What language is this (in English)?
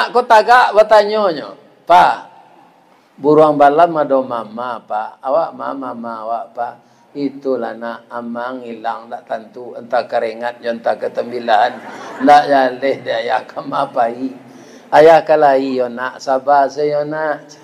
Minangkabau